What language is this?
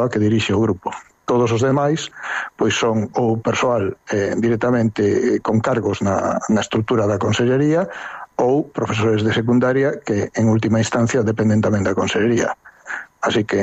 Galician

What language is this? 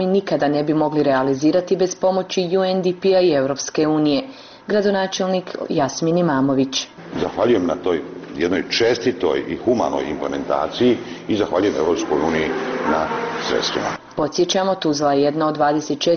Bosnian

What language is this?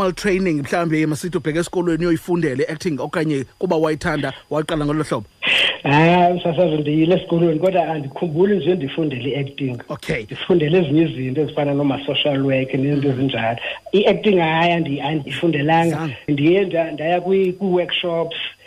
Xhosa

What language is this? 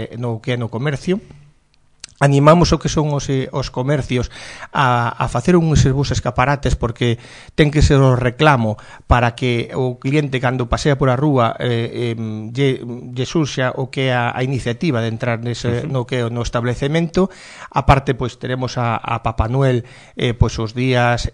Galician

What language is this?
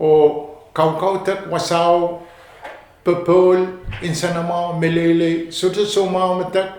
Pohnpeian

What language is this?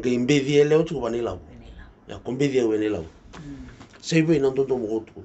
Fijian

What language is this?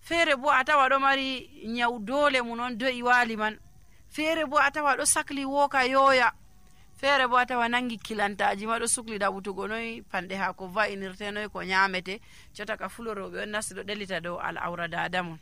Nigerian Fulfulde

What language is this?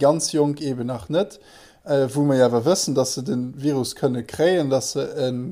Luxembourgish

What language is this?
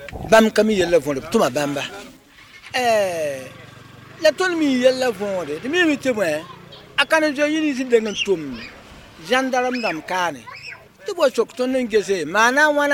Mossi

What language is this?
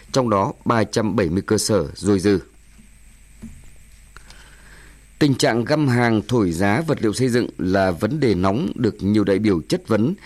Vietnamese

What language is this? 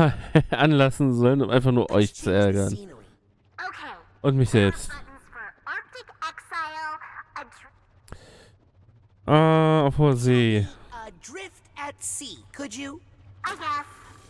German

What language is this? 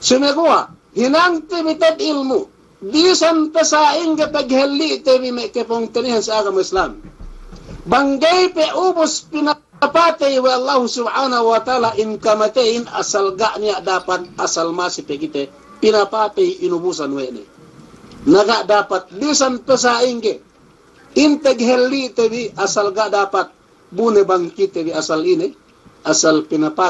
Yakan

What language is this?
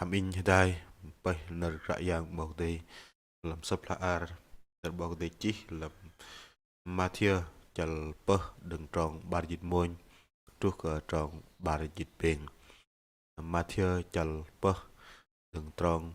Bahnar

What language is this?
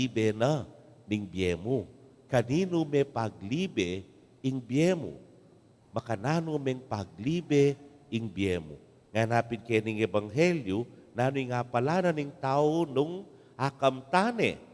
Pampanga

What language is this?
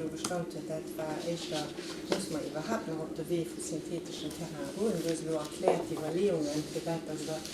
Luxembourgish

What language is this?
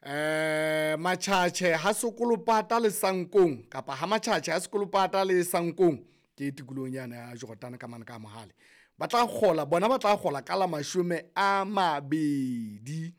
Southern Sotho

